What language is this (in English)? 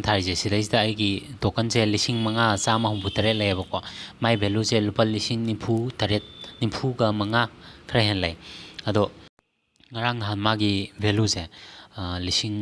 Manipuri